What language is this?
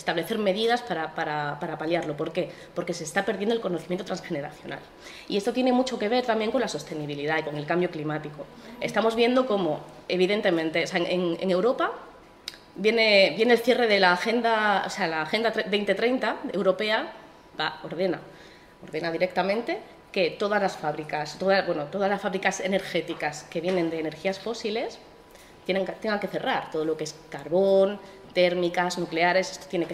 Spanish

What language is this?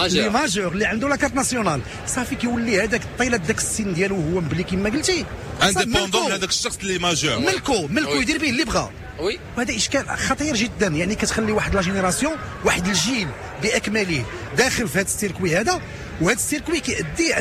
Moroccan Arabic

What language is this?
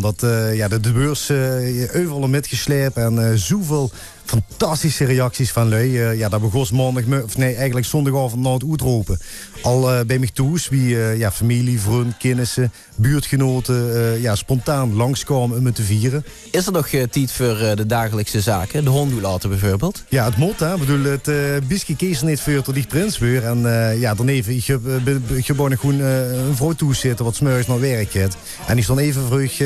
Limburgish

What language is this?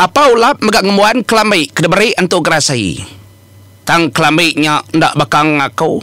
Iban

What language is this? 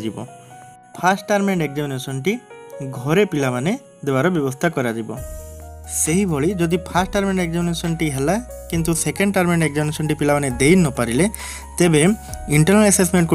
Odia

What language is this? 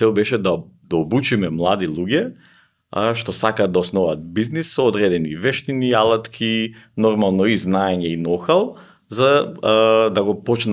Macedonian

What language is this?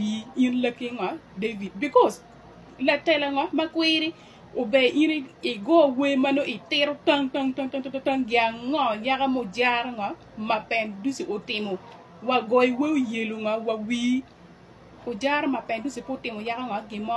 Acoli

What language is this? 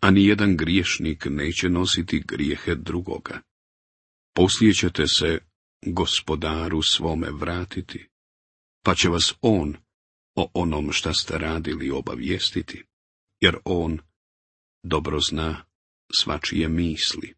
Bosnian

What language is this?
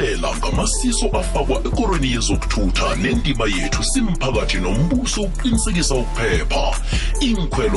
South Ndebele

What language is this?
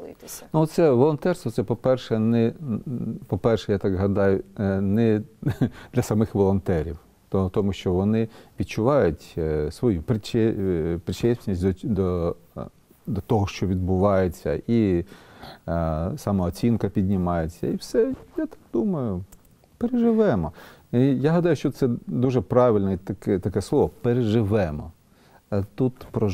Ukrainian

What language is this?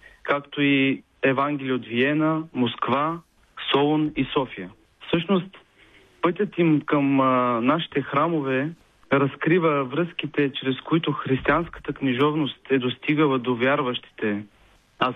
Bulgarian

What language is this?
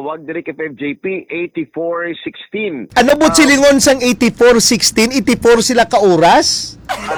Hiligaynon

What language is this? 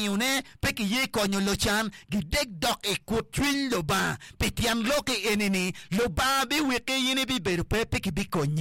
Acoli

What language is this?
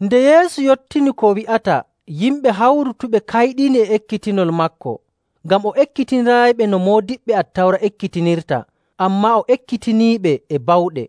Nigerian Fulfulde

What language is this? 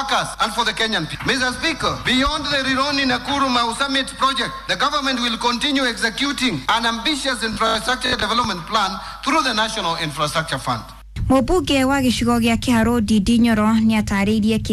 Kikuyu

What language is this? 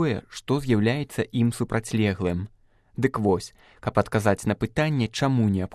Belarusian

